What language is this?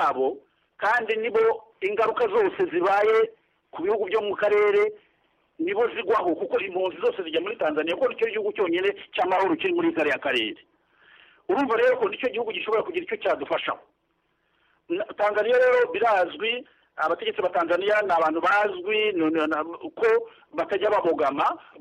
Kinyarwanda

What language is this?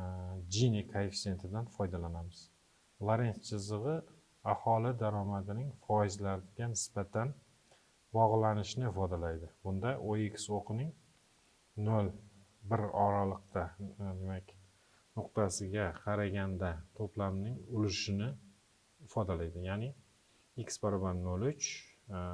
Uzbek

